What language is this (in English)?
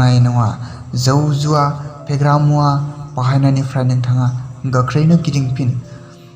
Bodo